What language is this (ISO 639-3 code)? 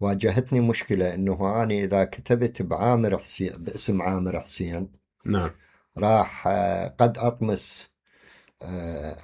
acm